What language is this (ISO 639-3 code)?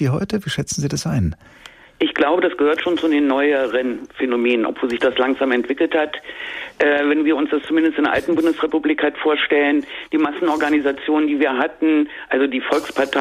deu